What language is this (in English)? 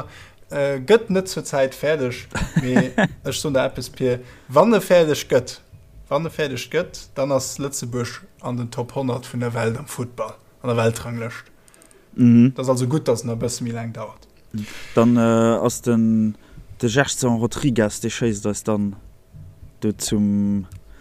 Luxembourgish